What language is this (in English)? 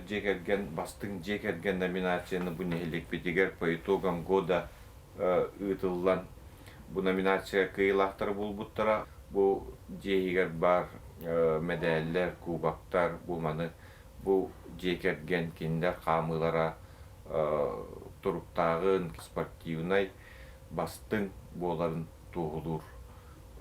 Yakut